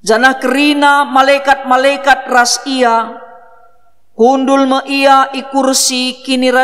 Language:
Batak Karo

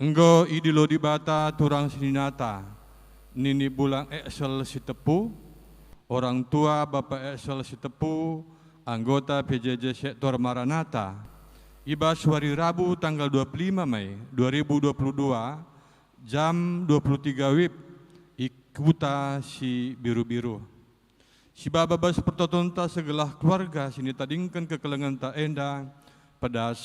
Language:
Batak Karo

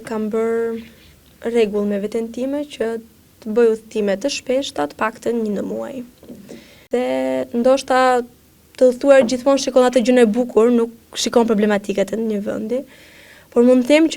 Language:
Albanian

